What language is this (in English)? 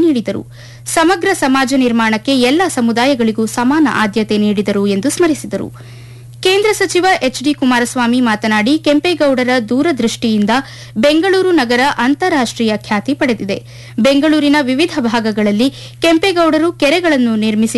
Kannada